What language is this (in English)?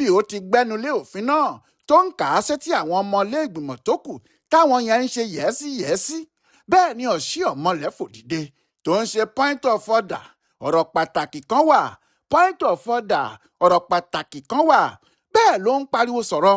Yoruba